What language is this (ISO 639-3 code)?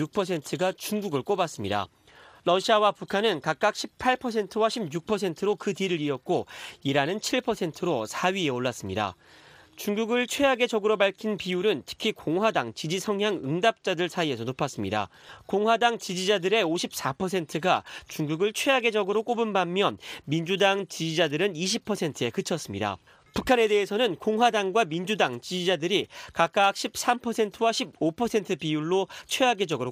kor